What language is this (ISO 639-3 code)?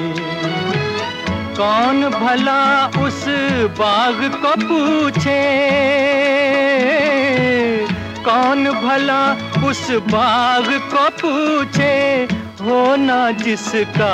hin